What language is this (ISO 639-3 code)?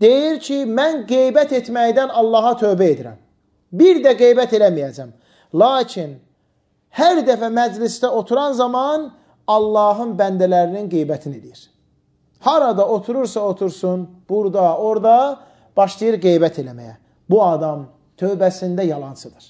aze